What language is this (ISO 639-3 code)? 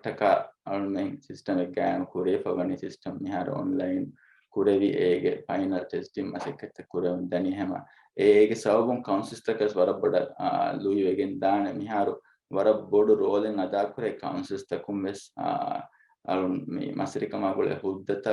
div